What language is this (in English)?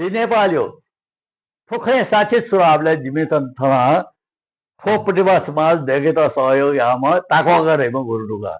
Newari